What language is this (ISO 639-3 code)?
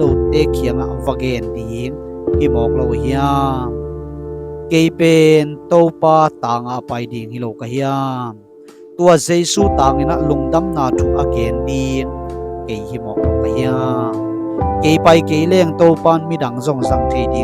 ctd